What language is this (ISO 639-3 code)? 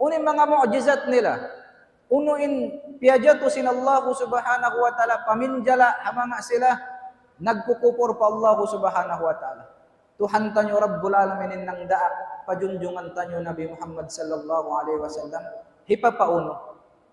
tsg